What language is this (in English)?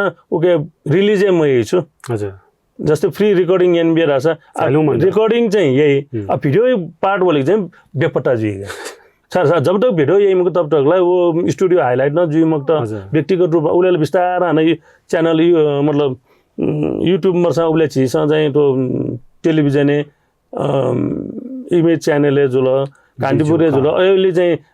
Newari